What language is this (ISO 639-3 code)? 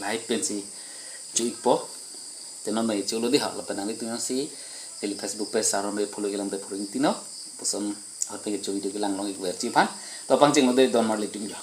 mjw